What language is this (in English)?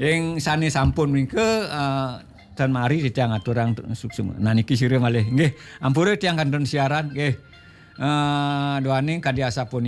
Balinese